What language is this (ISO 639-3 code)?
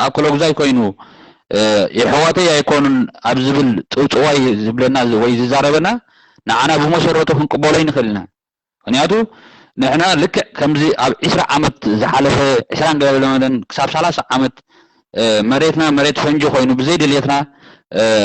tir